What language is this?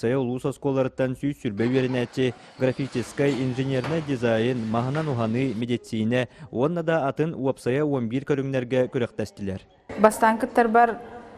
Yakut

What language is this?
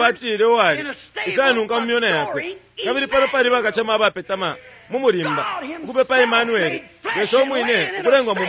Bemba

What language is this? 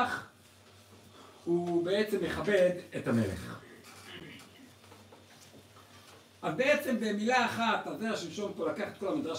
Hebrew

